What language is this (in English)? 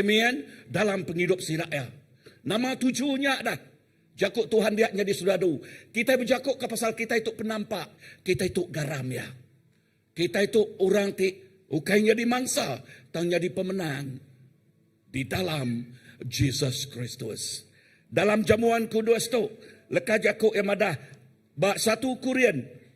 Iban